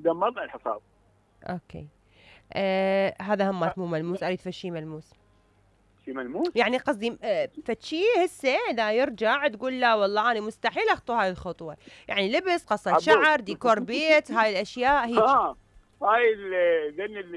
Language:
Mesopotamian Arabic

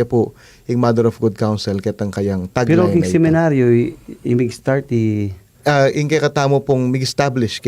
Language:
Pampanga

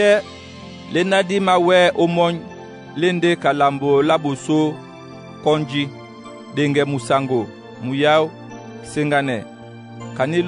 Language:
Duala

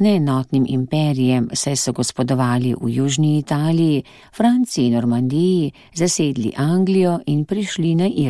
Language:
Slovenian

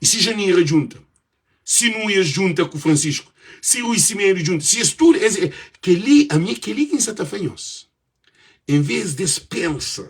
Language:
Kabuverdianu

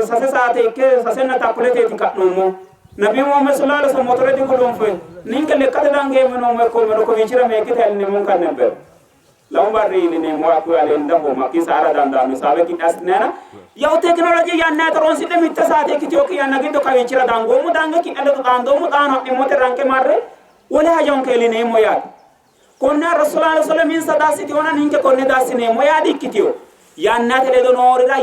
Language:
Sidamo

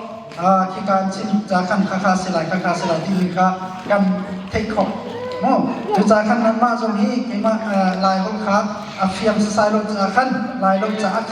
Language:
Hakha Chin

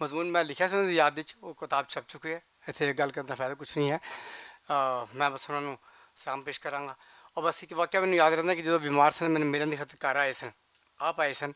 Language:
Western Panjabi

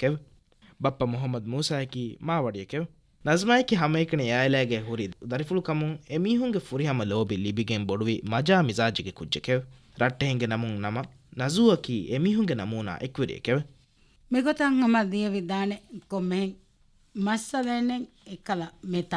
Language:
Divehi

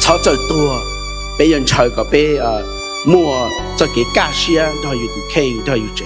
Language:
Hmong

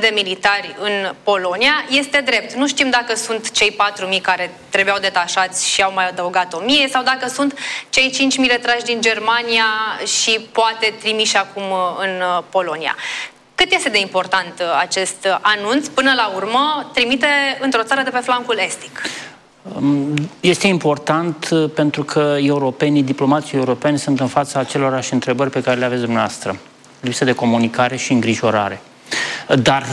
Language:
Romanian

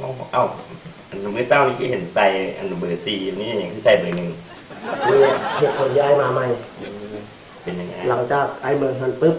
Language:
Lao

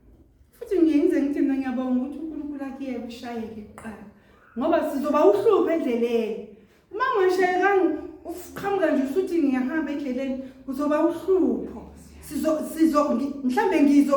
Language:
Zulu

